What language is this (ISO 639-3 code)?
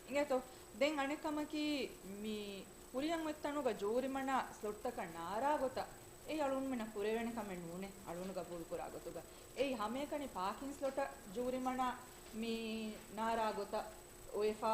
div